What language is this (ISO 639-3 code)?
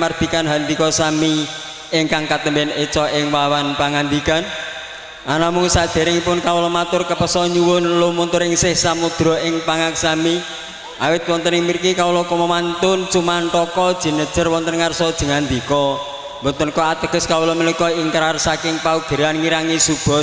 jav